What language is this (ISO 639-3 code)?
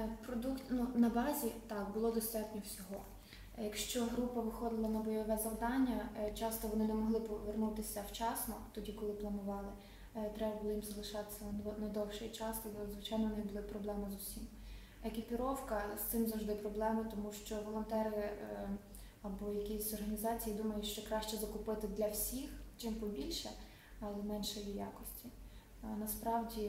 ukr